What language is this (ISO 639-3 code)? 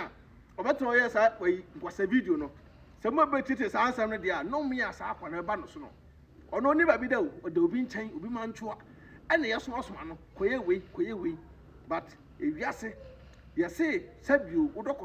aka